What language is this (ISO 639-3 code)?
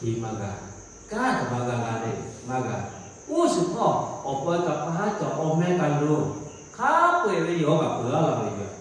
lhu